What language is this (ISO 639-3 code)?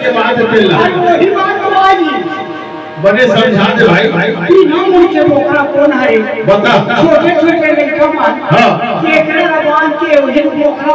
hne